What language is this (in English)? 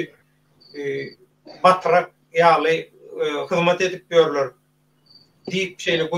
Turkmen